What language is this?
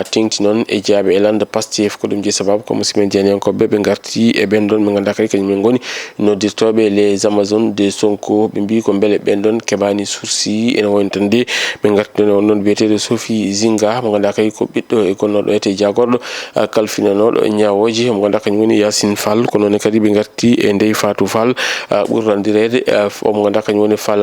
Fula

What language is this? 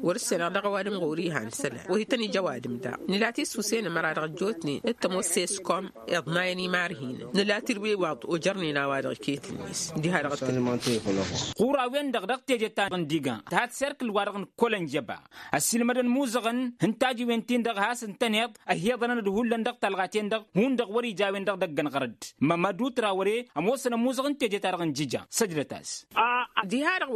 Tamasheq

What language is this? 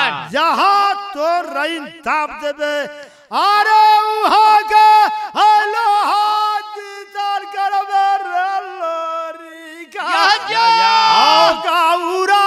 Bhojpuri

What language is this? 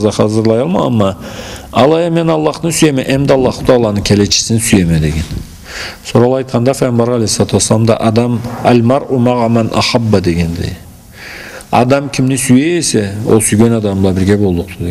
Karachay-Balkar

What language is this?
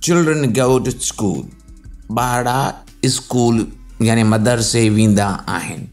Sindhi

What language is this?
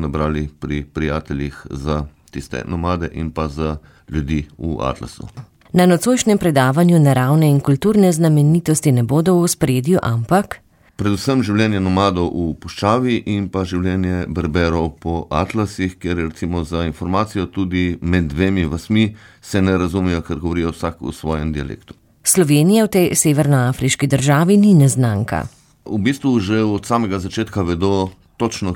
Slovenian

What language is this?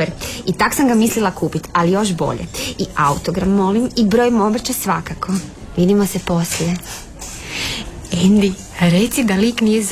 Croatian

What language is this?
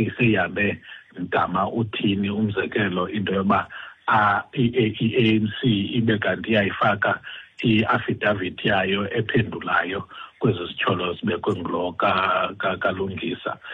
Xhosa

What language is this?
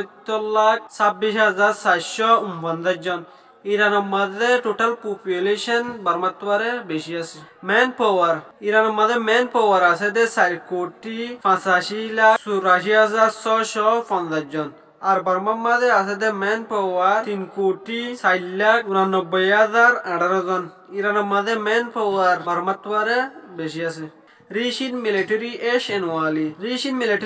Rohingya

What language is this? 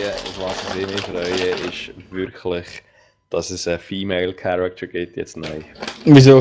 Swiss German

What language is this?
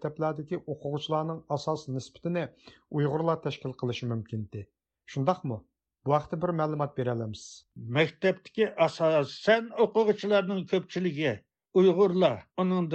Uyghur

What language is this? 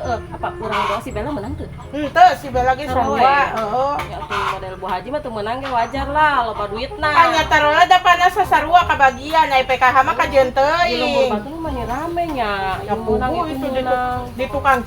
Sundanese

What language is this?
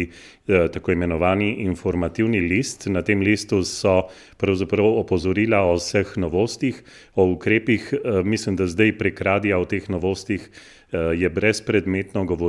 Slovenian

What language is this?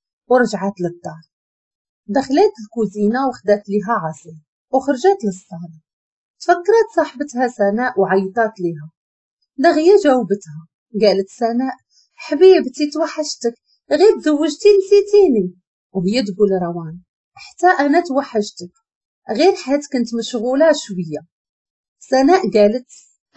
Moroccan Arabic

